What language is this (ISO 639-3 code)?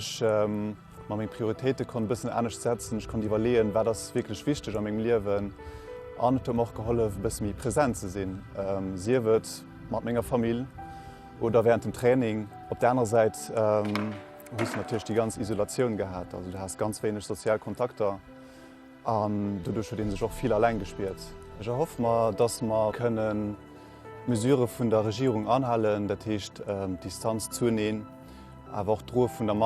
ltz